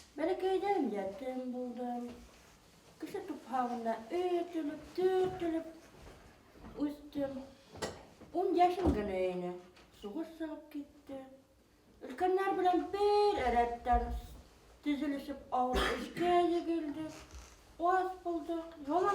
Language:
Bashkir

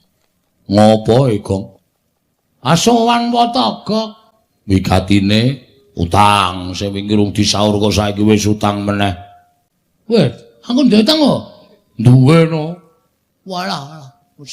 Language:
Javanese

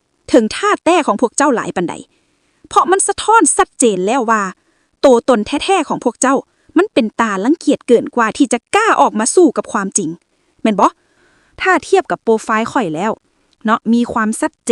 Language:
Lao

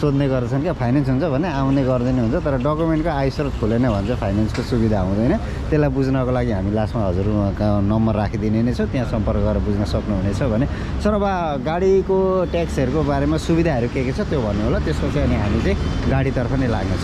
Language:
Nepali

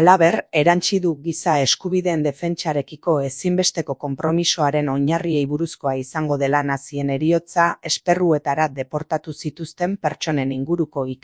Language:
Basque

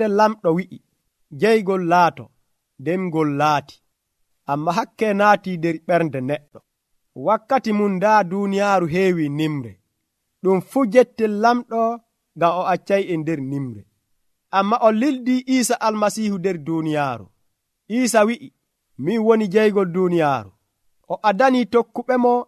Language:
Nigerian Fulfulde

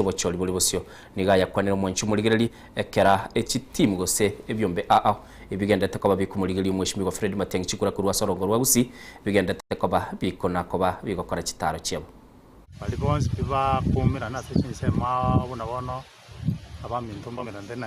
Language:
Gusii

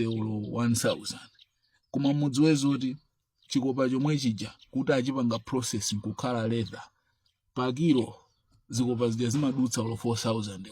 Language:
Nyanja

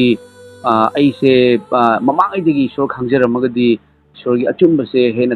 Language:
Manipuri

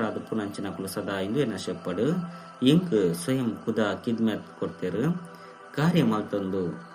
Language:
Tulu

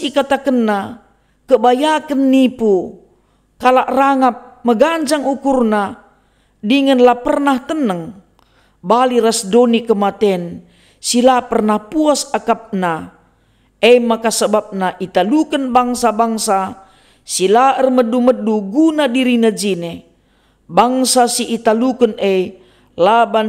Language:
Batak Karo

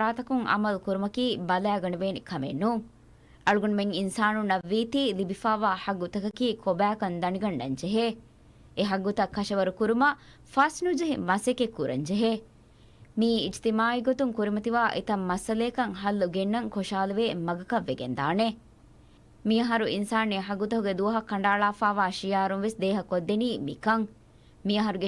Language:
Divehi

